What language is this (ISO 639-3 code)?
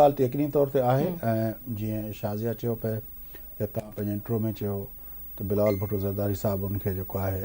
snd